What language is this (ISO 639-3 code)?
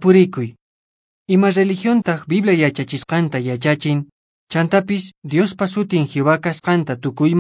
que